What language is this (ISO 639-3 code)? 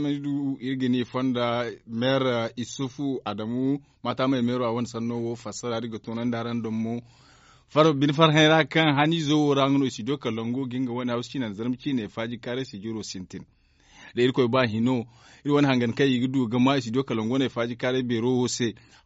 dje